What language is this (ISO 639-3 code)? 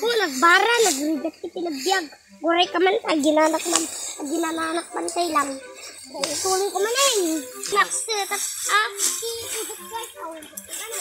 ilo